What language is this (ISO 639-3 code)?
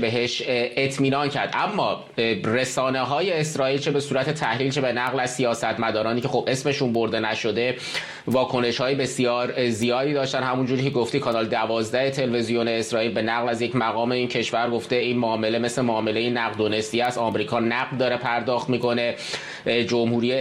fas